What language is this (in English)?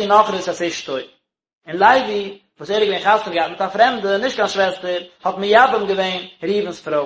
Yiddish